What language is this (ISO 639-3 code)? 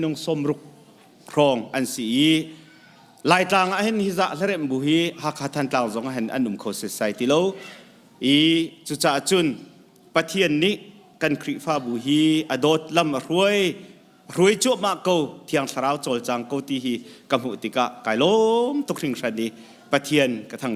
cnh